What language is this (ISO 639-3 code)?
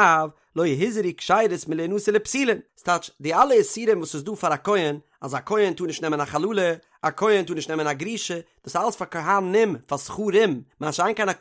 yid